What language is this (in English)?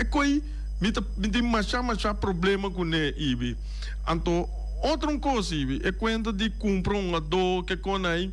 Papiamento